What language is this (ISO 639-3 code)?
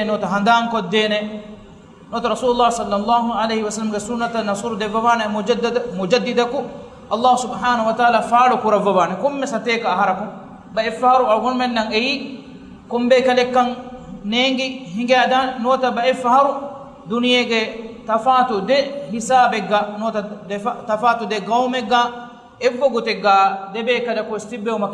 div